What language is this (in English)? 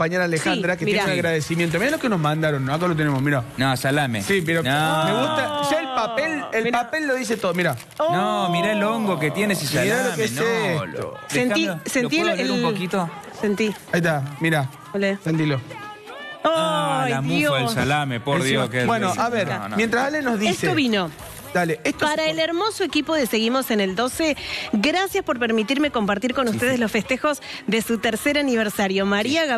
Spanish